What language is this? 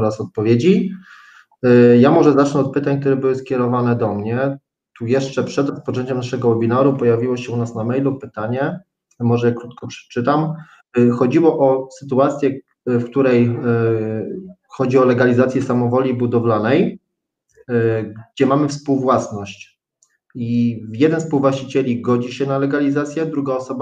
Polish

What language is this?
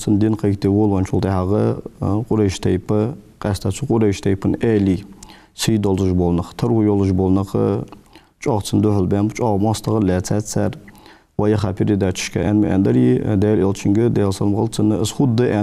Ingush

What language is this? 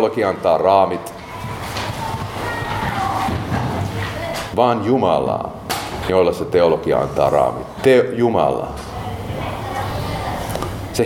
Finnish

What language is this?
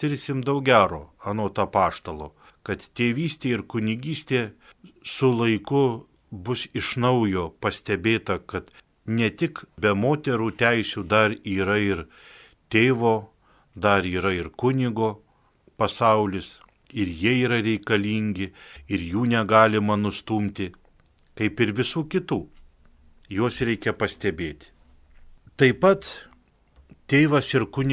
Lithuanian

